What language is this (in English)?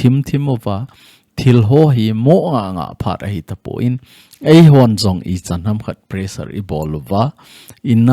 Thado Chin